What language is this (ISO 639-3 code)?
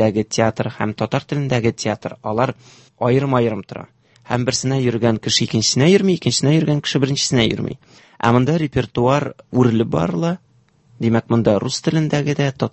tat